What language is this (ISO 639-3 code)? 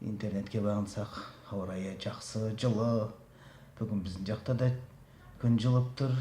kaz